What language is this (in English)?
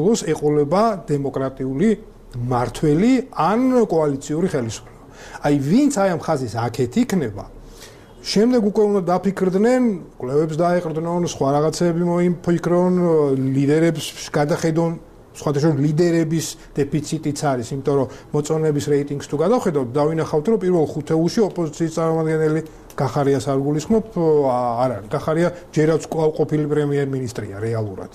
Georgian